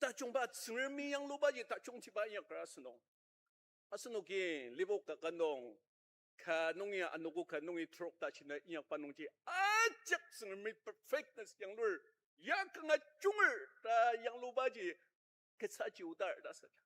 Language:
Ao Naga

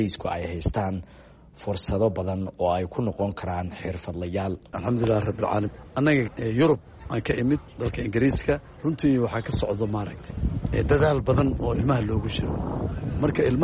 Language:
Somali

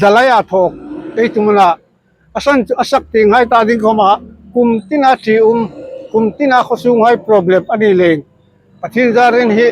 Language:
Hmar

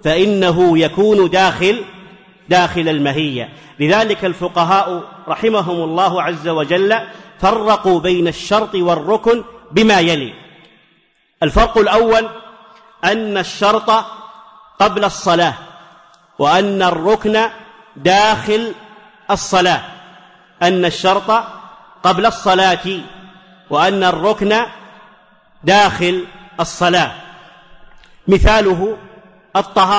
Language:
Arabic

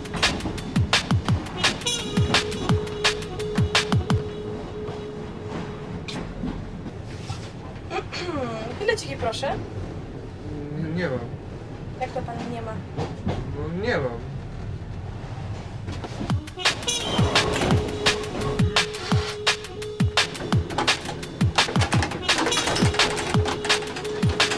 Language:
Polish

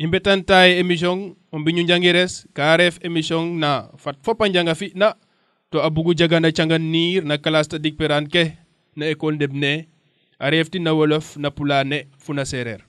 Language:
Serer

